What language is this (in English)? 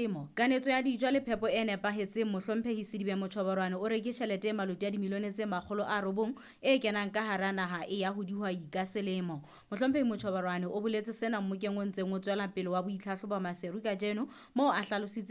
Southern Sotho